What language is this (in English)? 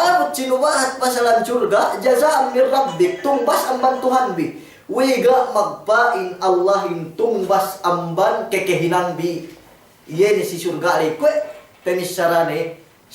Yakan